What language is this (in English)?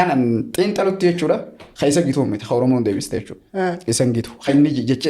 Oromo